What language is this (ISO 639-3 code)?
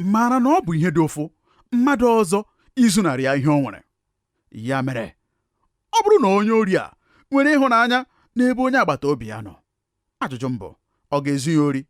ibo